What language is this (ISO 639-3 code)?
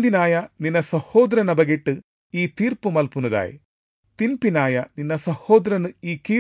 tcy